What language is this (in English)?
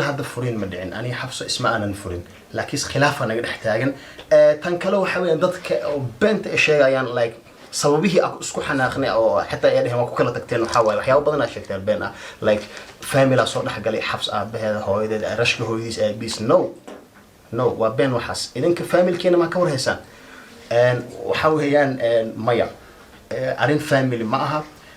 Somali